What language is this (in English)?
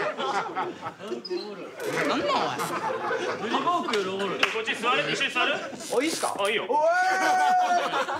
Japanese